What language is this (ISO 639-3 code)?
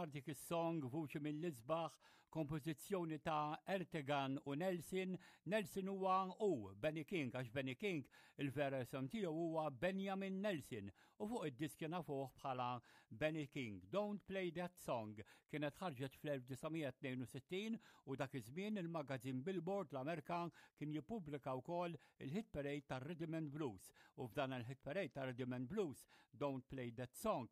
mlt